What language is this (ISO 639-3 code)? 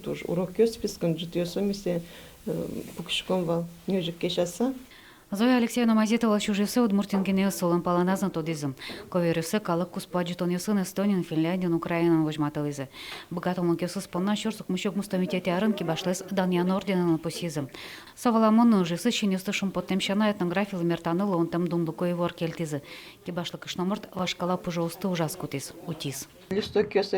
udm